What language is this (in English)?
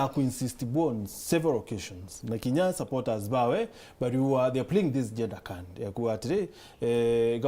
Meru